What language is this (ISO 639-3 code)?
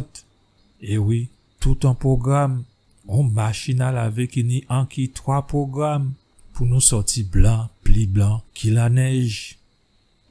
gcf